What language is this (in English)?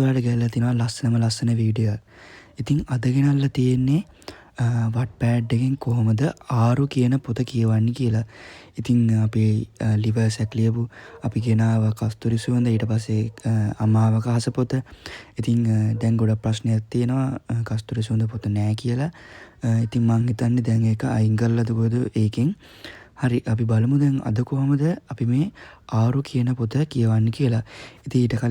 Sinhala